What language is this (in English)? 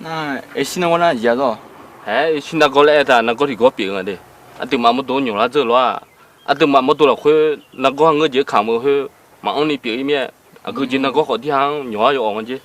Akha